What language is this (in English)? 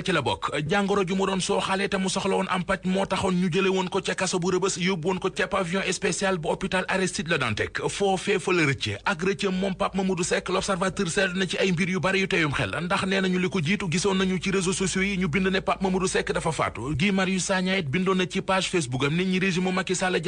Wolof